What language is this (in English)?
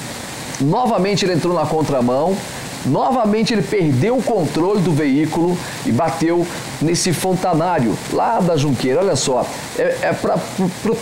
Portuguese